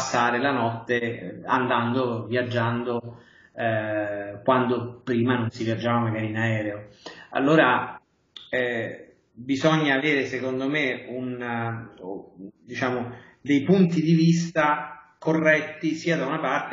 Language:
Italian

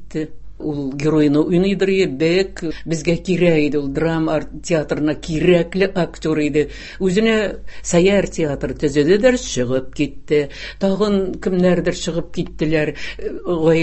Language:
Tatar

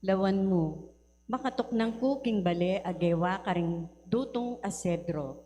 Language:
Pampanga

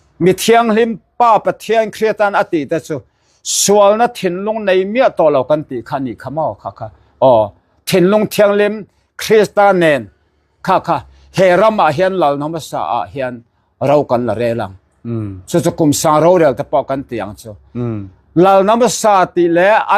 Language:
Mizo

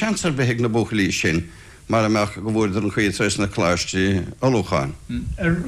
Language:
Irish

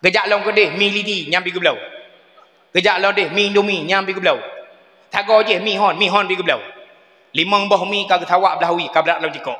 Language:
Achinese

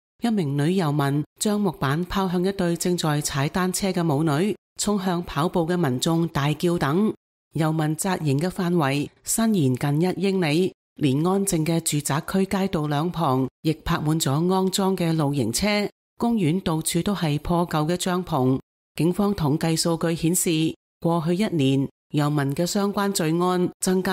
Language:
Cantonese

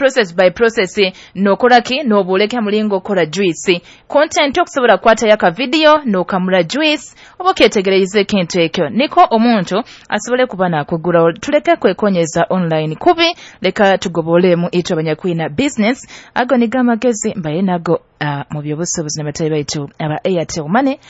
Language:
Nyoro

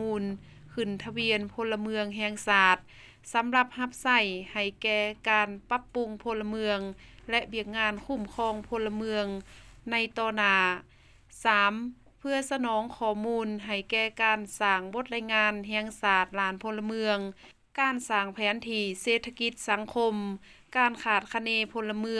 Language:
Lao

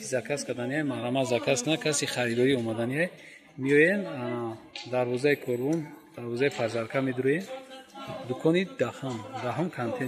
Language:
Tajik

